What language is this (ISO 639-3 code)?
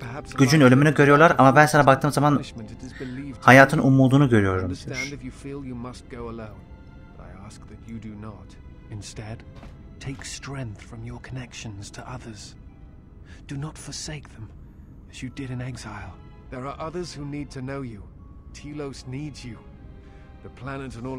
tur